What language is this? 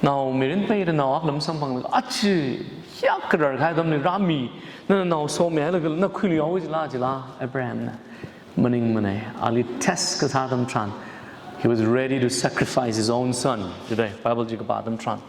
Tangkhul Naga (India)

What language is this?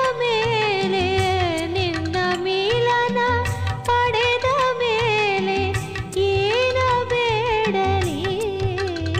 Kannada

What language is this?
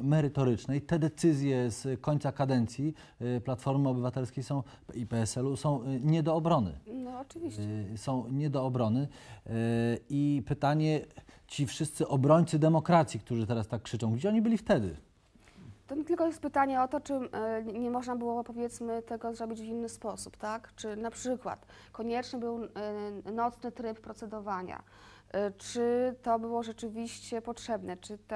Polish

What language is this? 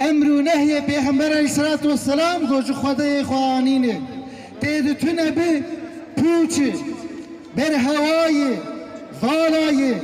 Kurdish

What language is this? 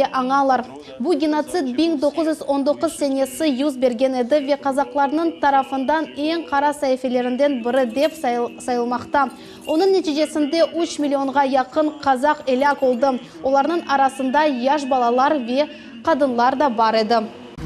Crimean Tatar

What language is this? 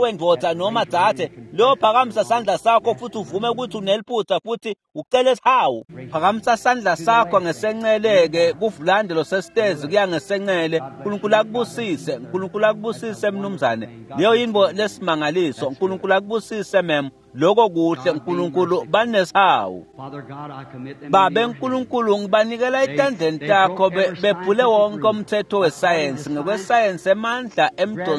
Swati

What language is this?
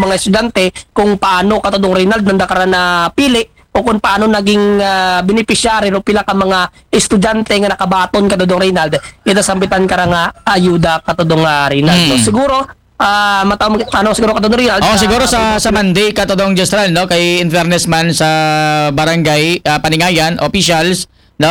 Aklanon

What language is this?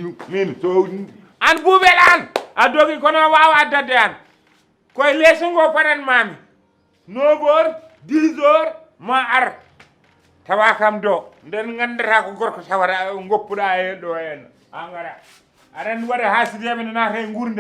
Fula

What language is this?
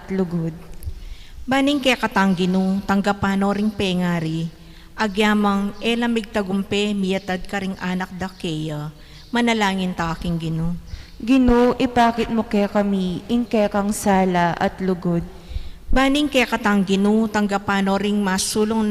Pampanga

